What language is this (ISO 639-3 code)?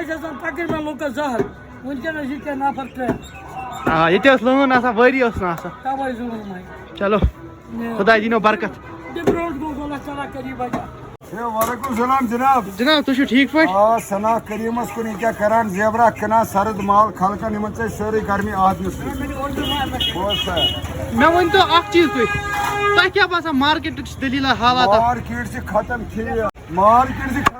kas